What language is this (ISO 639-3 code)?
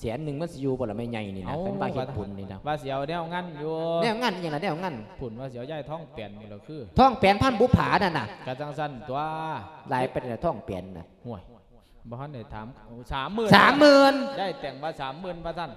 lao